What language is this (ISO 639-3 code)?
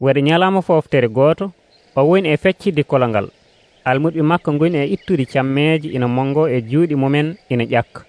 fuv